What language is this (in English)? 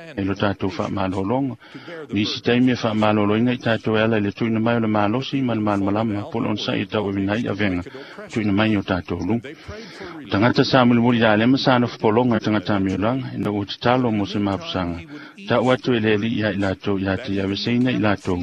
Samoan